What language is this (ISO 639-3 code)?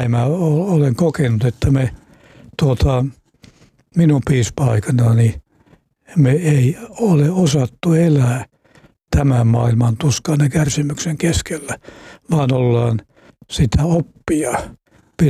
fin